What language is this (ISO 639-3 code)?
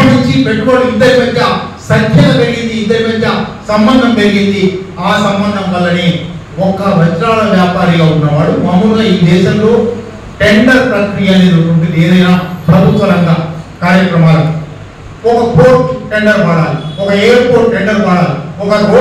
tel